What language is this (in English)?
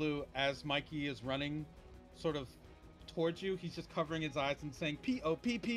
English